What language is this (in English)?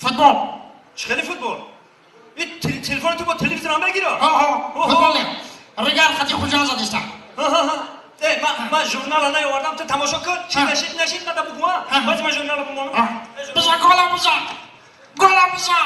Tajik